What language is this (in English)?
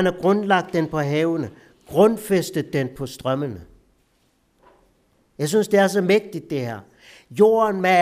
Danish